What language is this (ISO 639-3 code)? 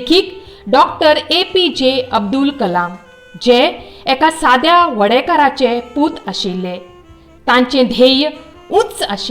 kok